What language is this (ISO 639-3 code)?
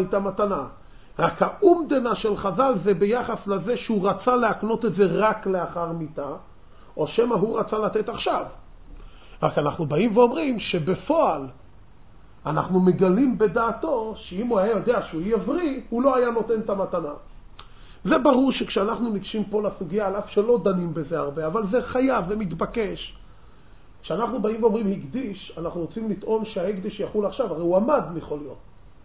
heb